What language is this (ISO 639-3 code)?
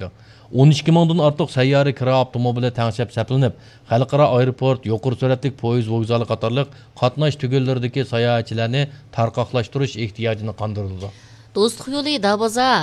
uig